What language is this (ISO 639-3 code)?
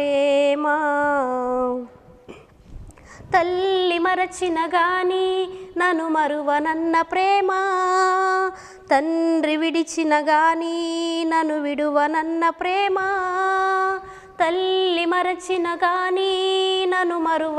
tel